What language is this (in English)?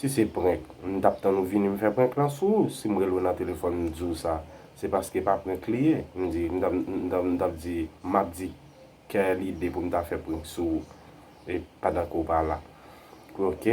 Haitian Creole